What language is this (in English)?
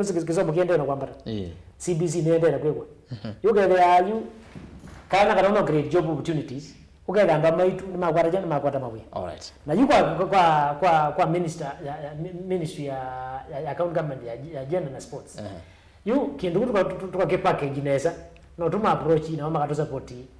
Kamba